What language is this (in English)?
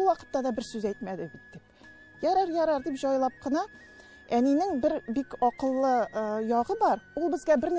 Tatar